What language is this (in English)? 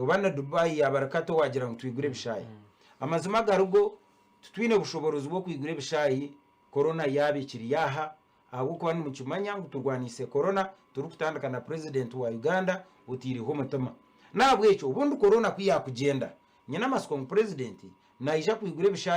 Nyankole